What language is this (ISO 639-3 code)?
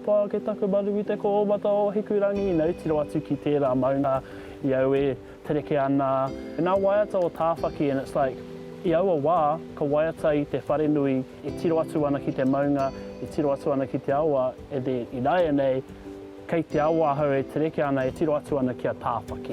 mri